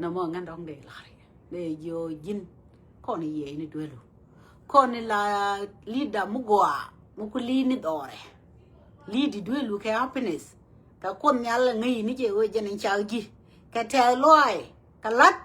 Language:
Nuer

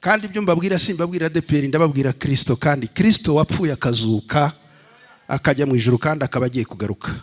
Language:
Kinyarwanda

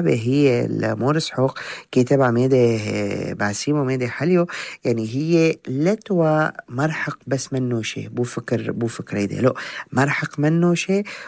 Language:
North Levantine Arabic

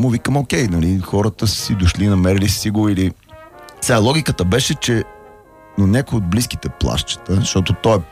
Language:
Bulgarian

